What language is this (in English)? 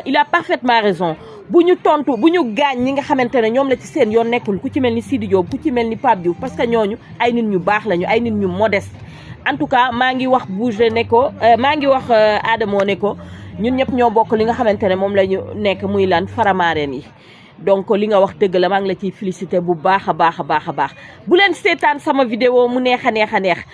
Wolof